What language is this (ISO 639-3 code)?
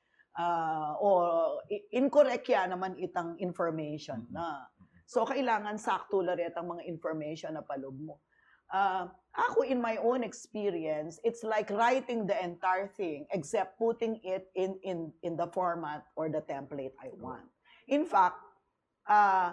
pam